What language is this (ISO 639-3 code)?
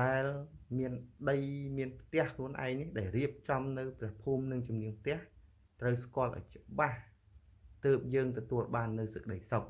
khm